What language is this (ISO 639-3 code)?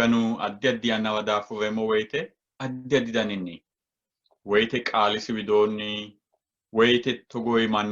sid